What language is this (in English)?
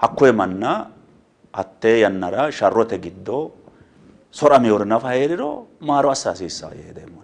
Sidamo